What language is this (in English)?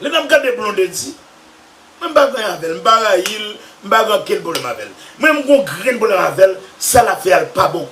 Haitian Creole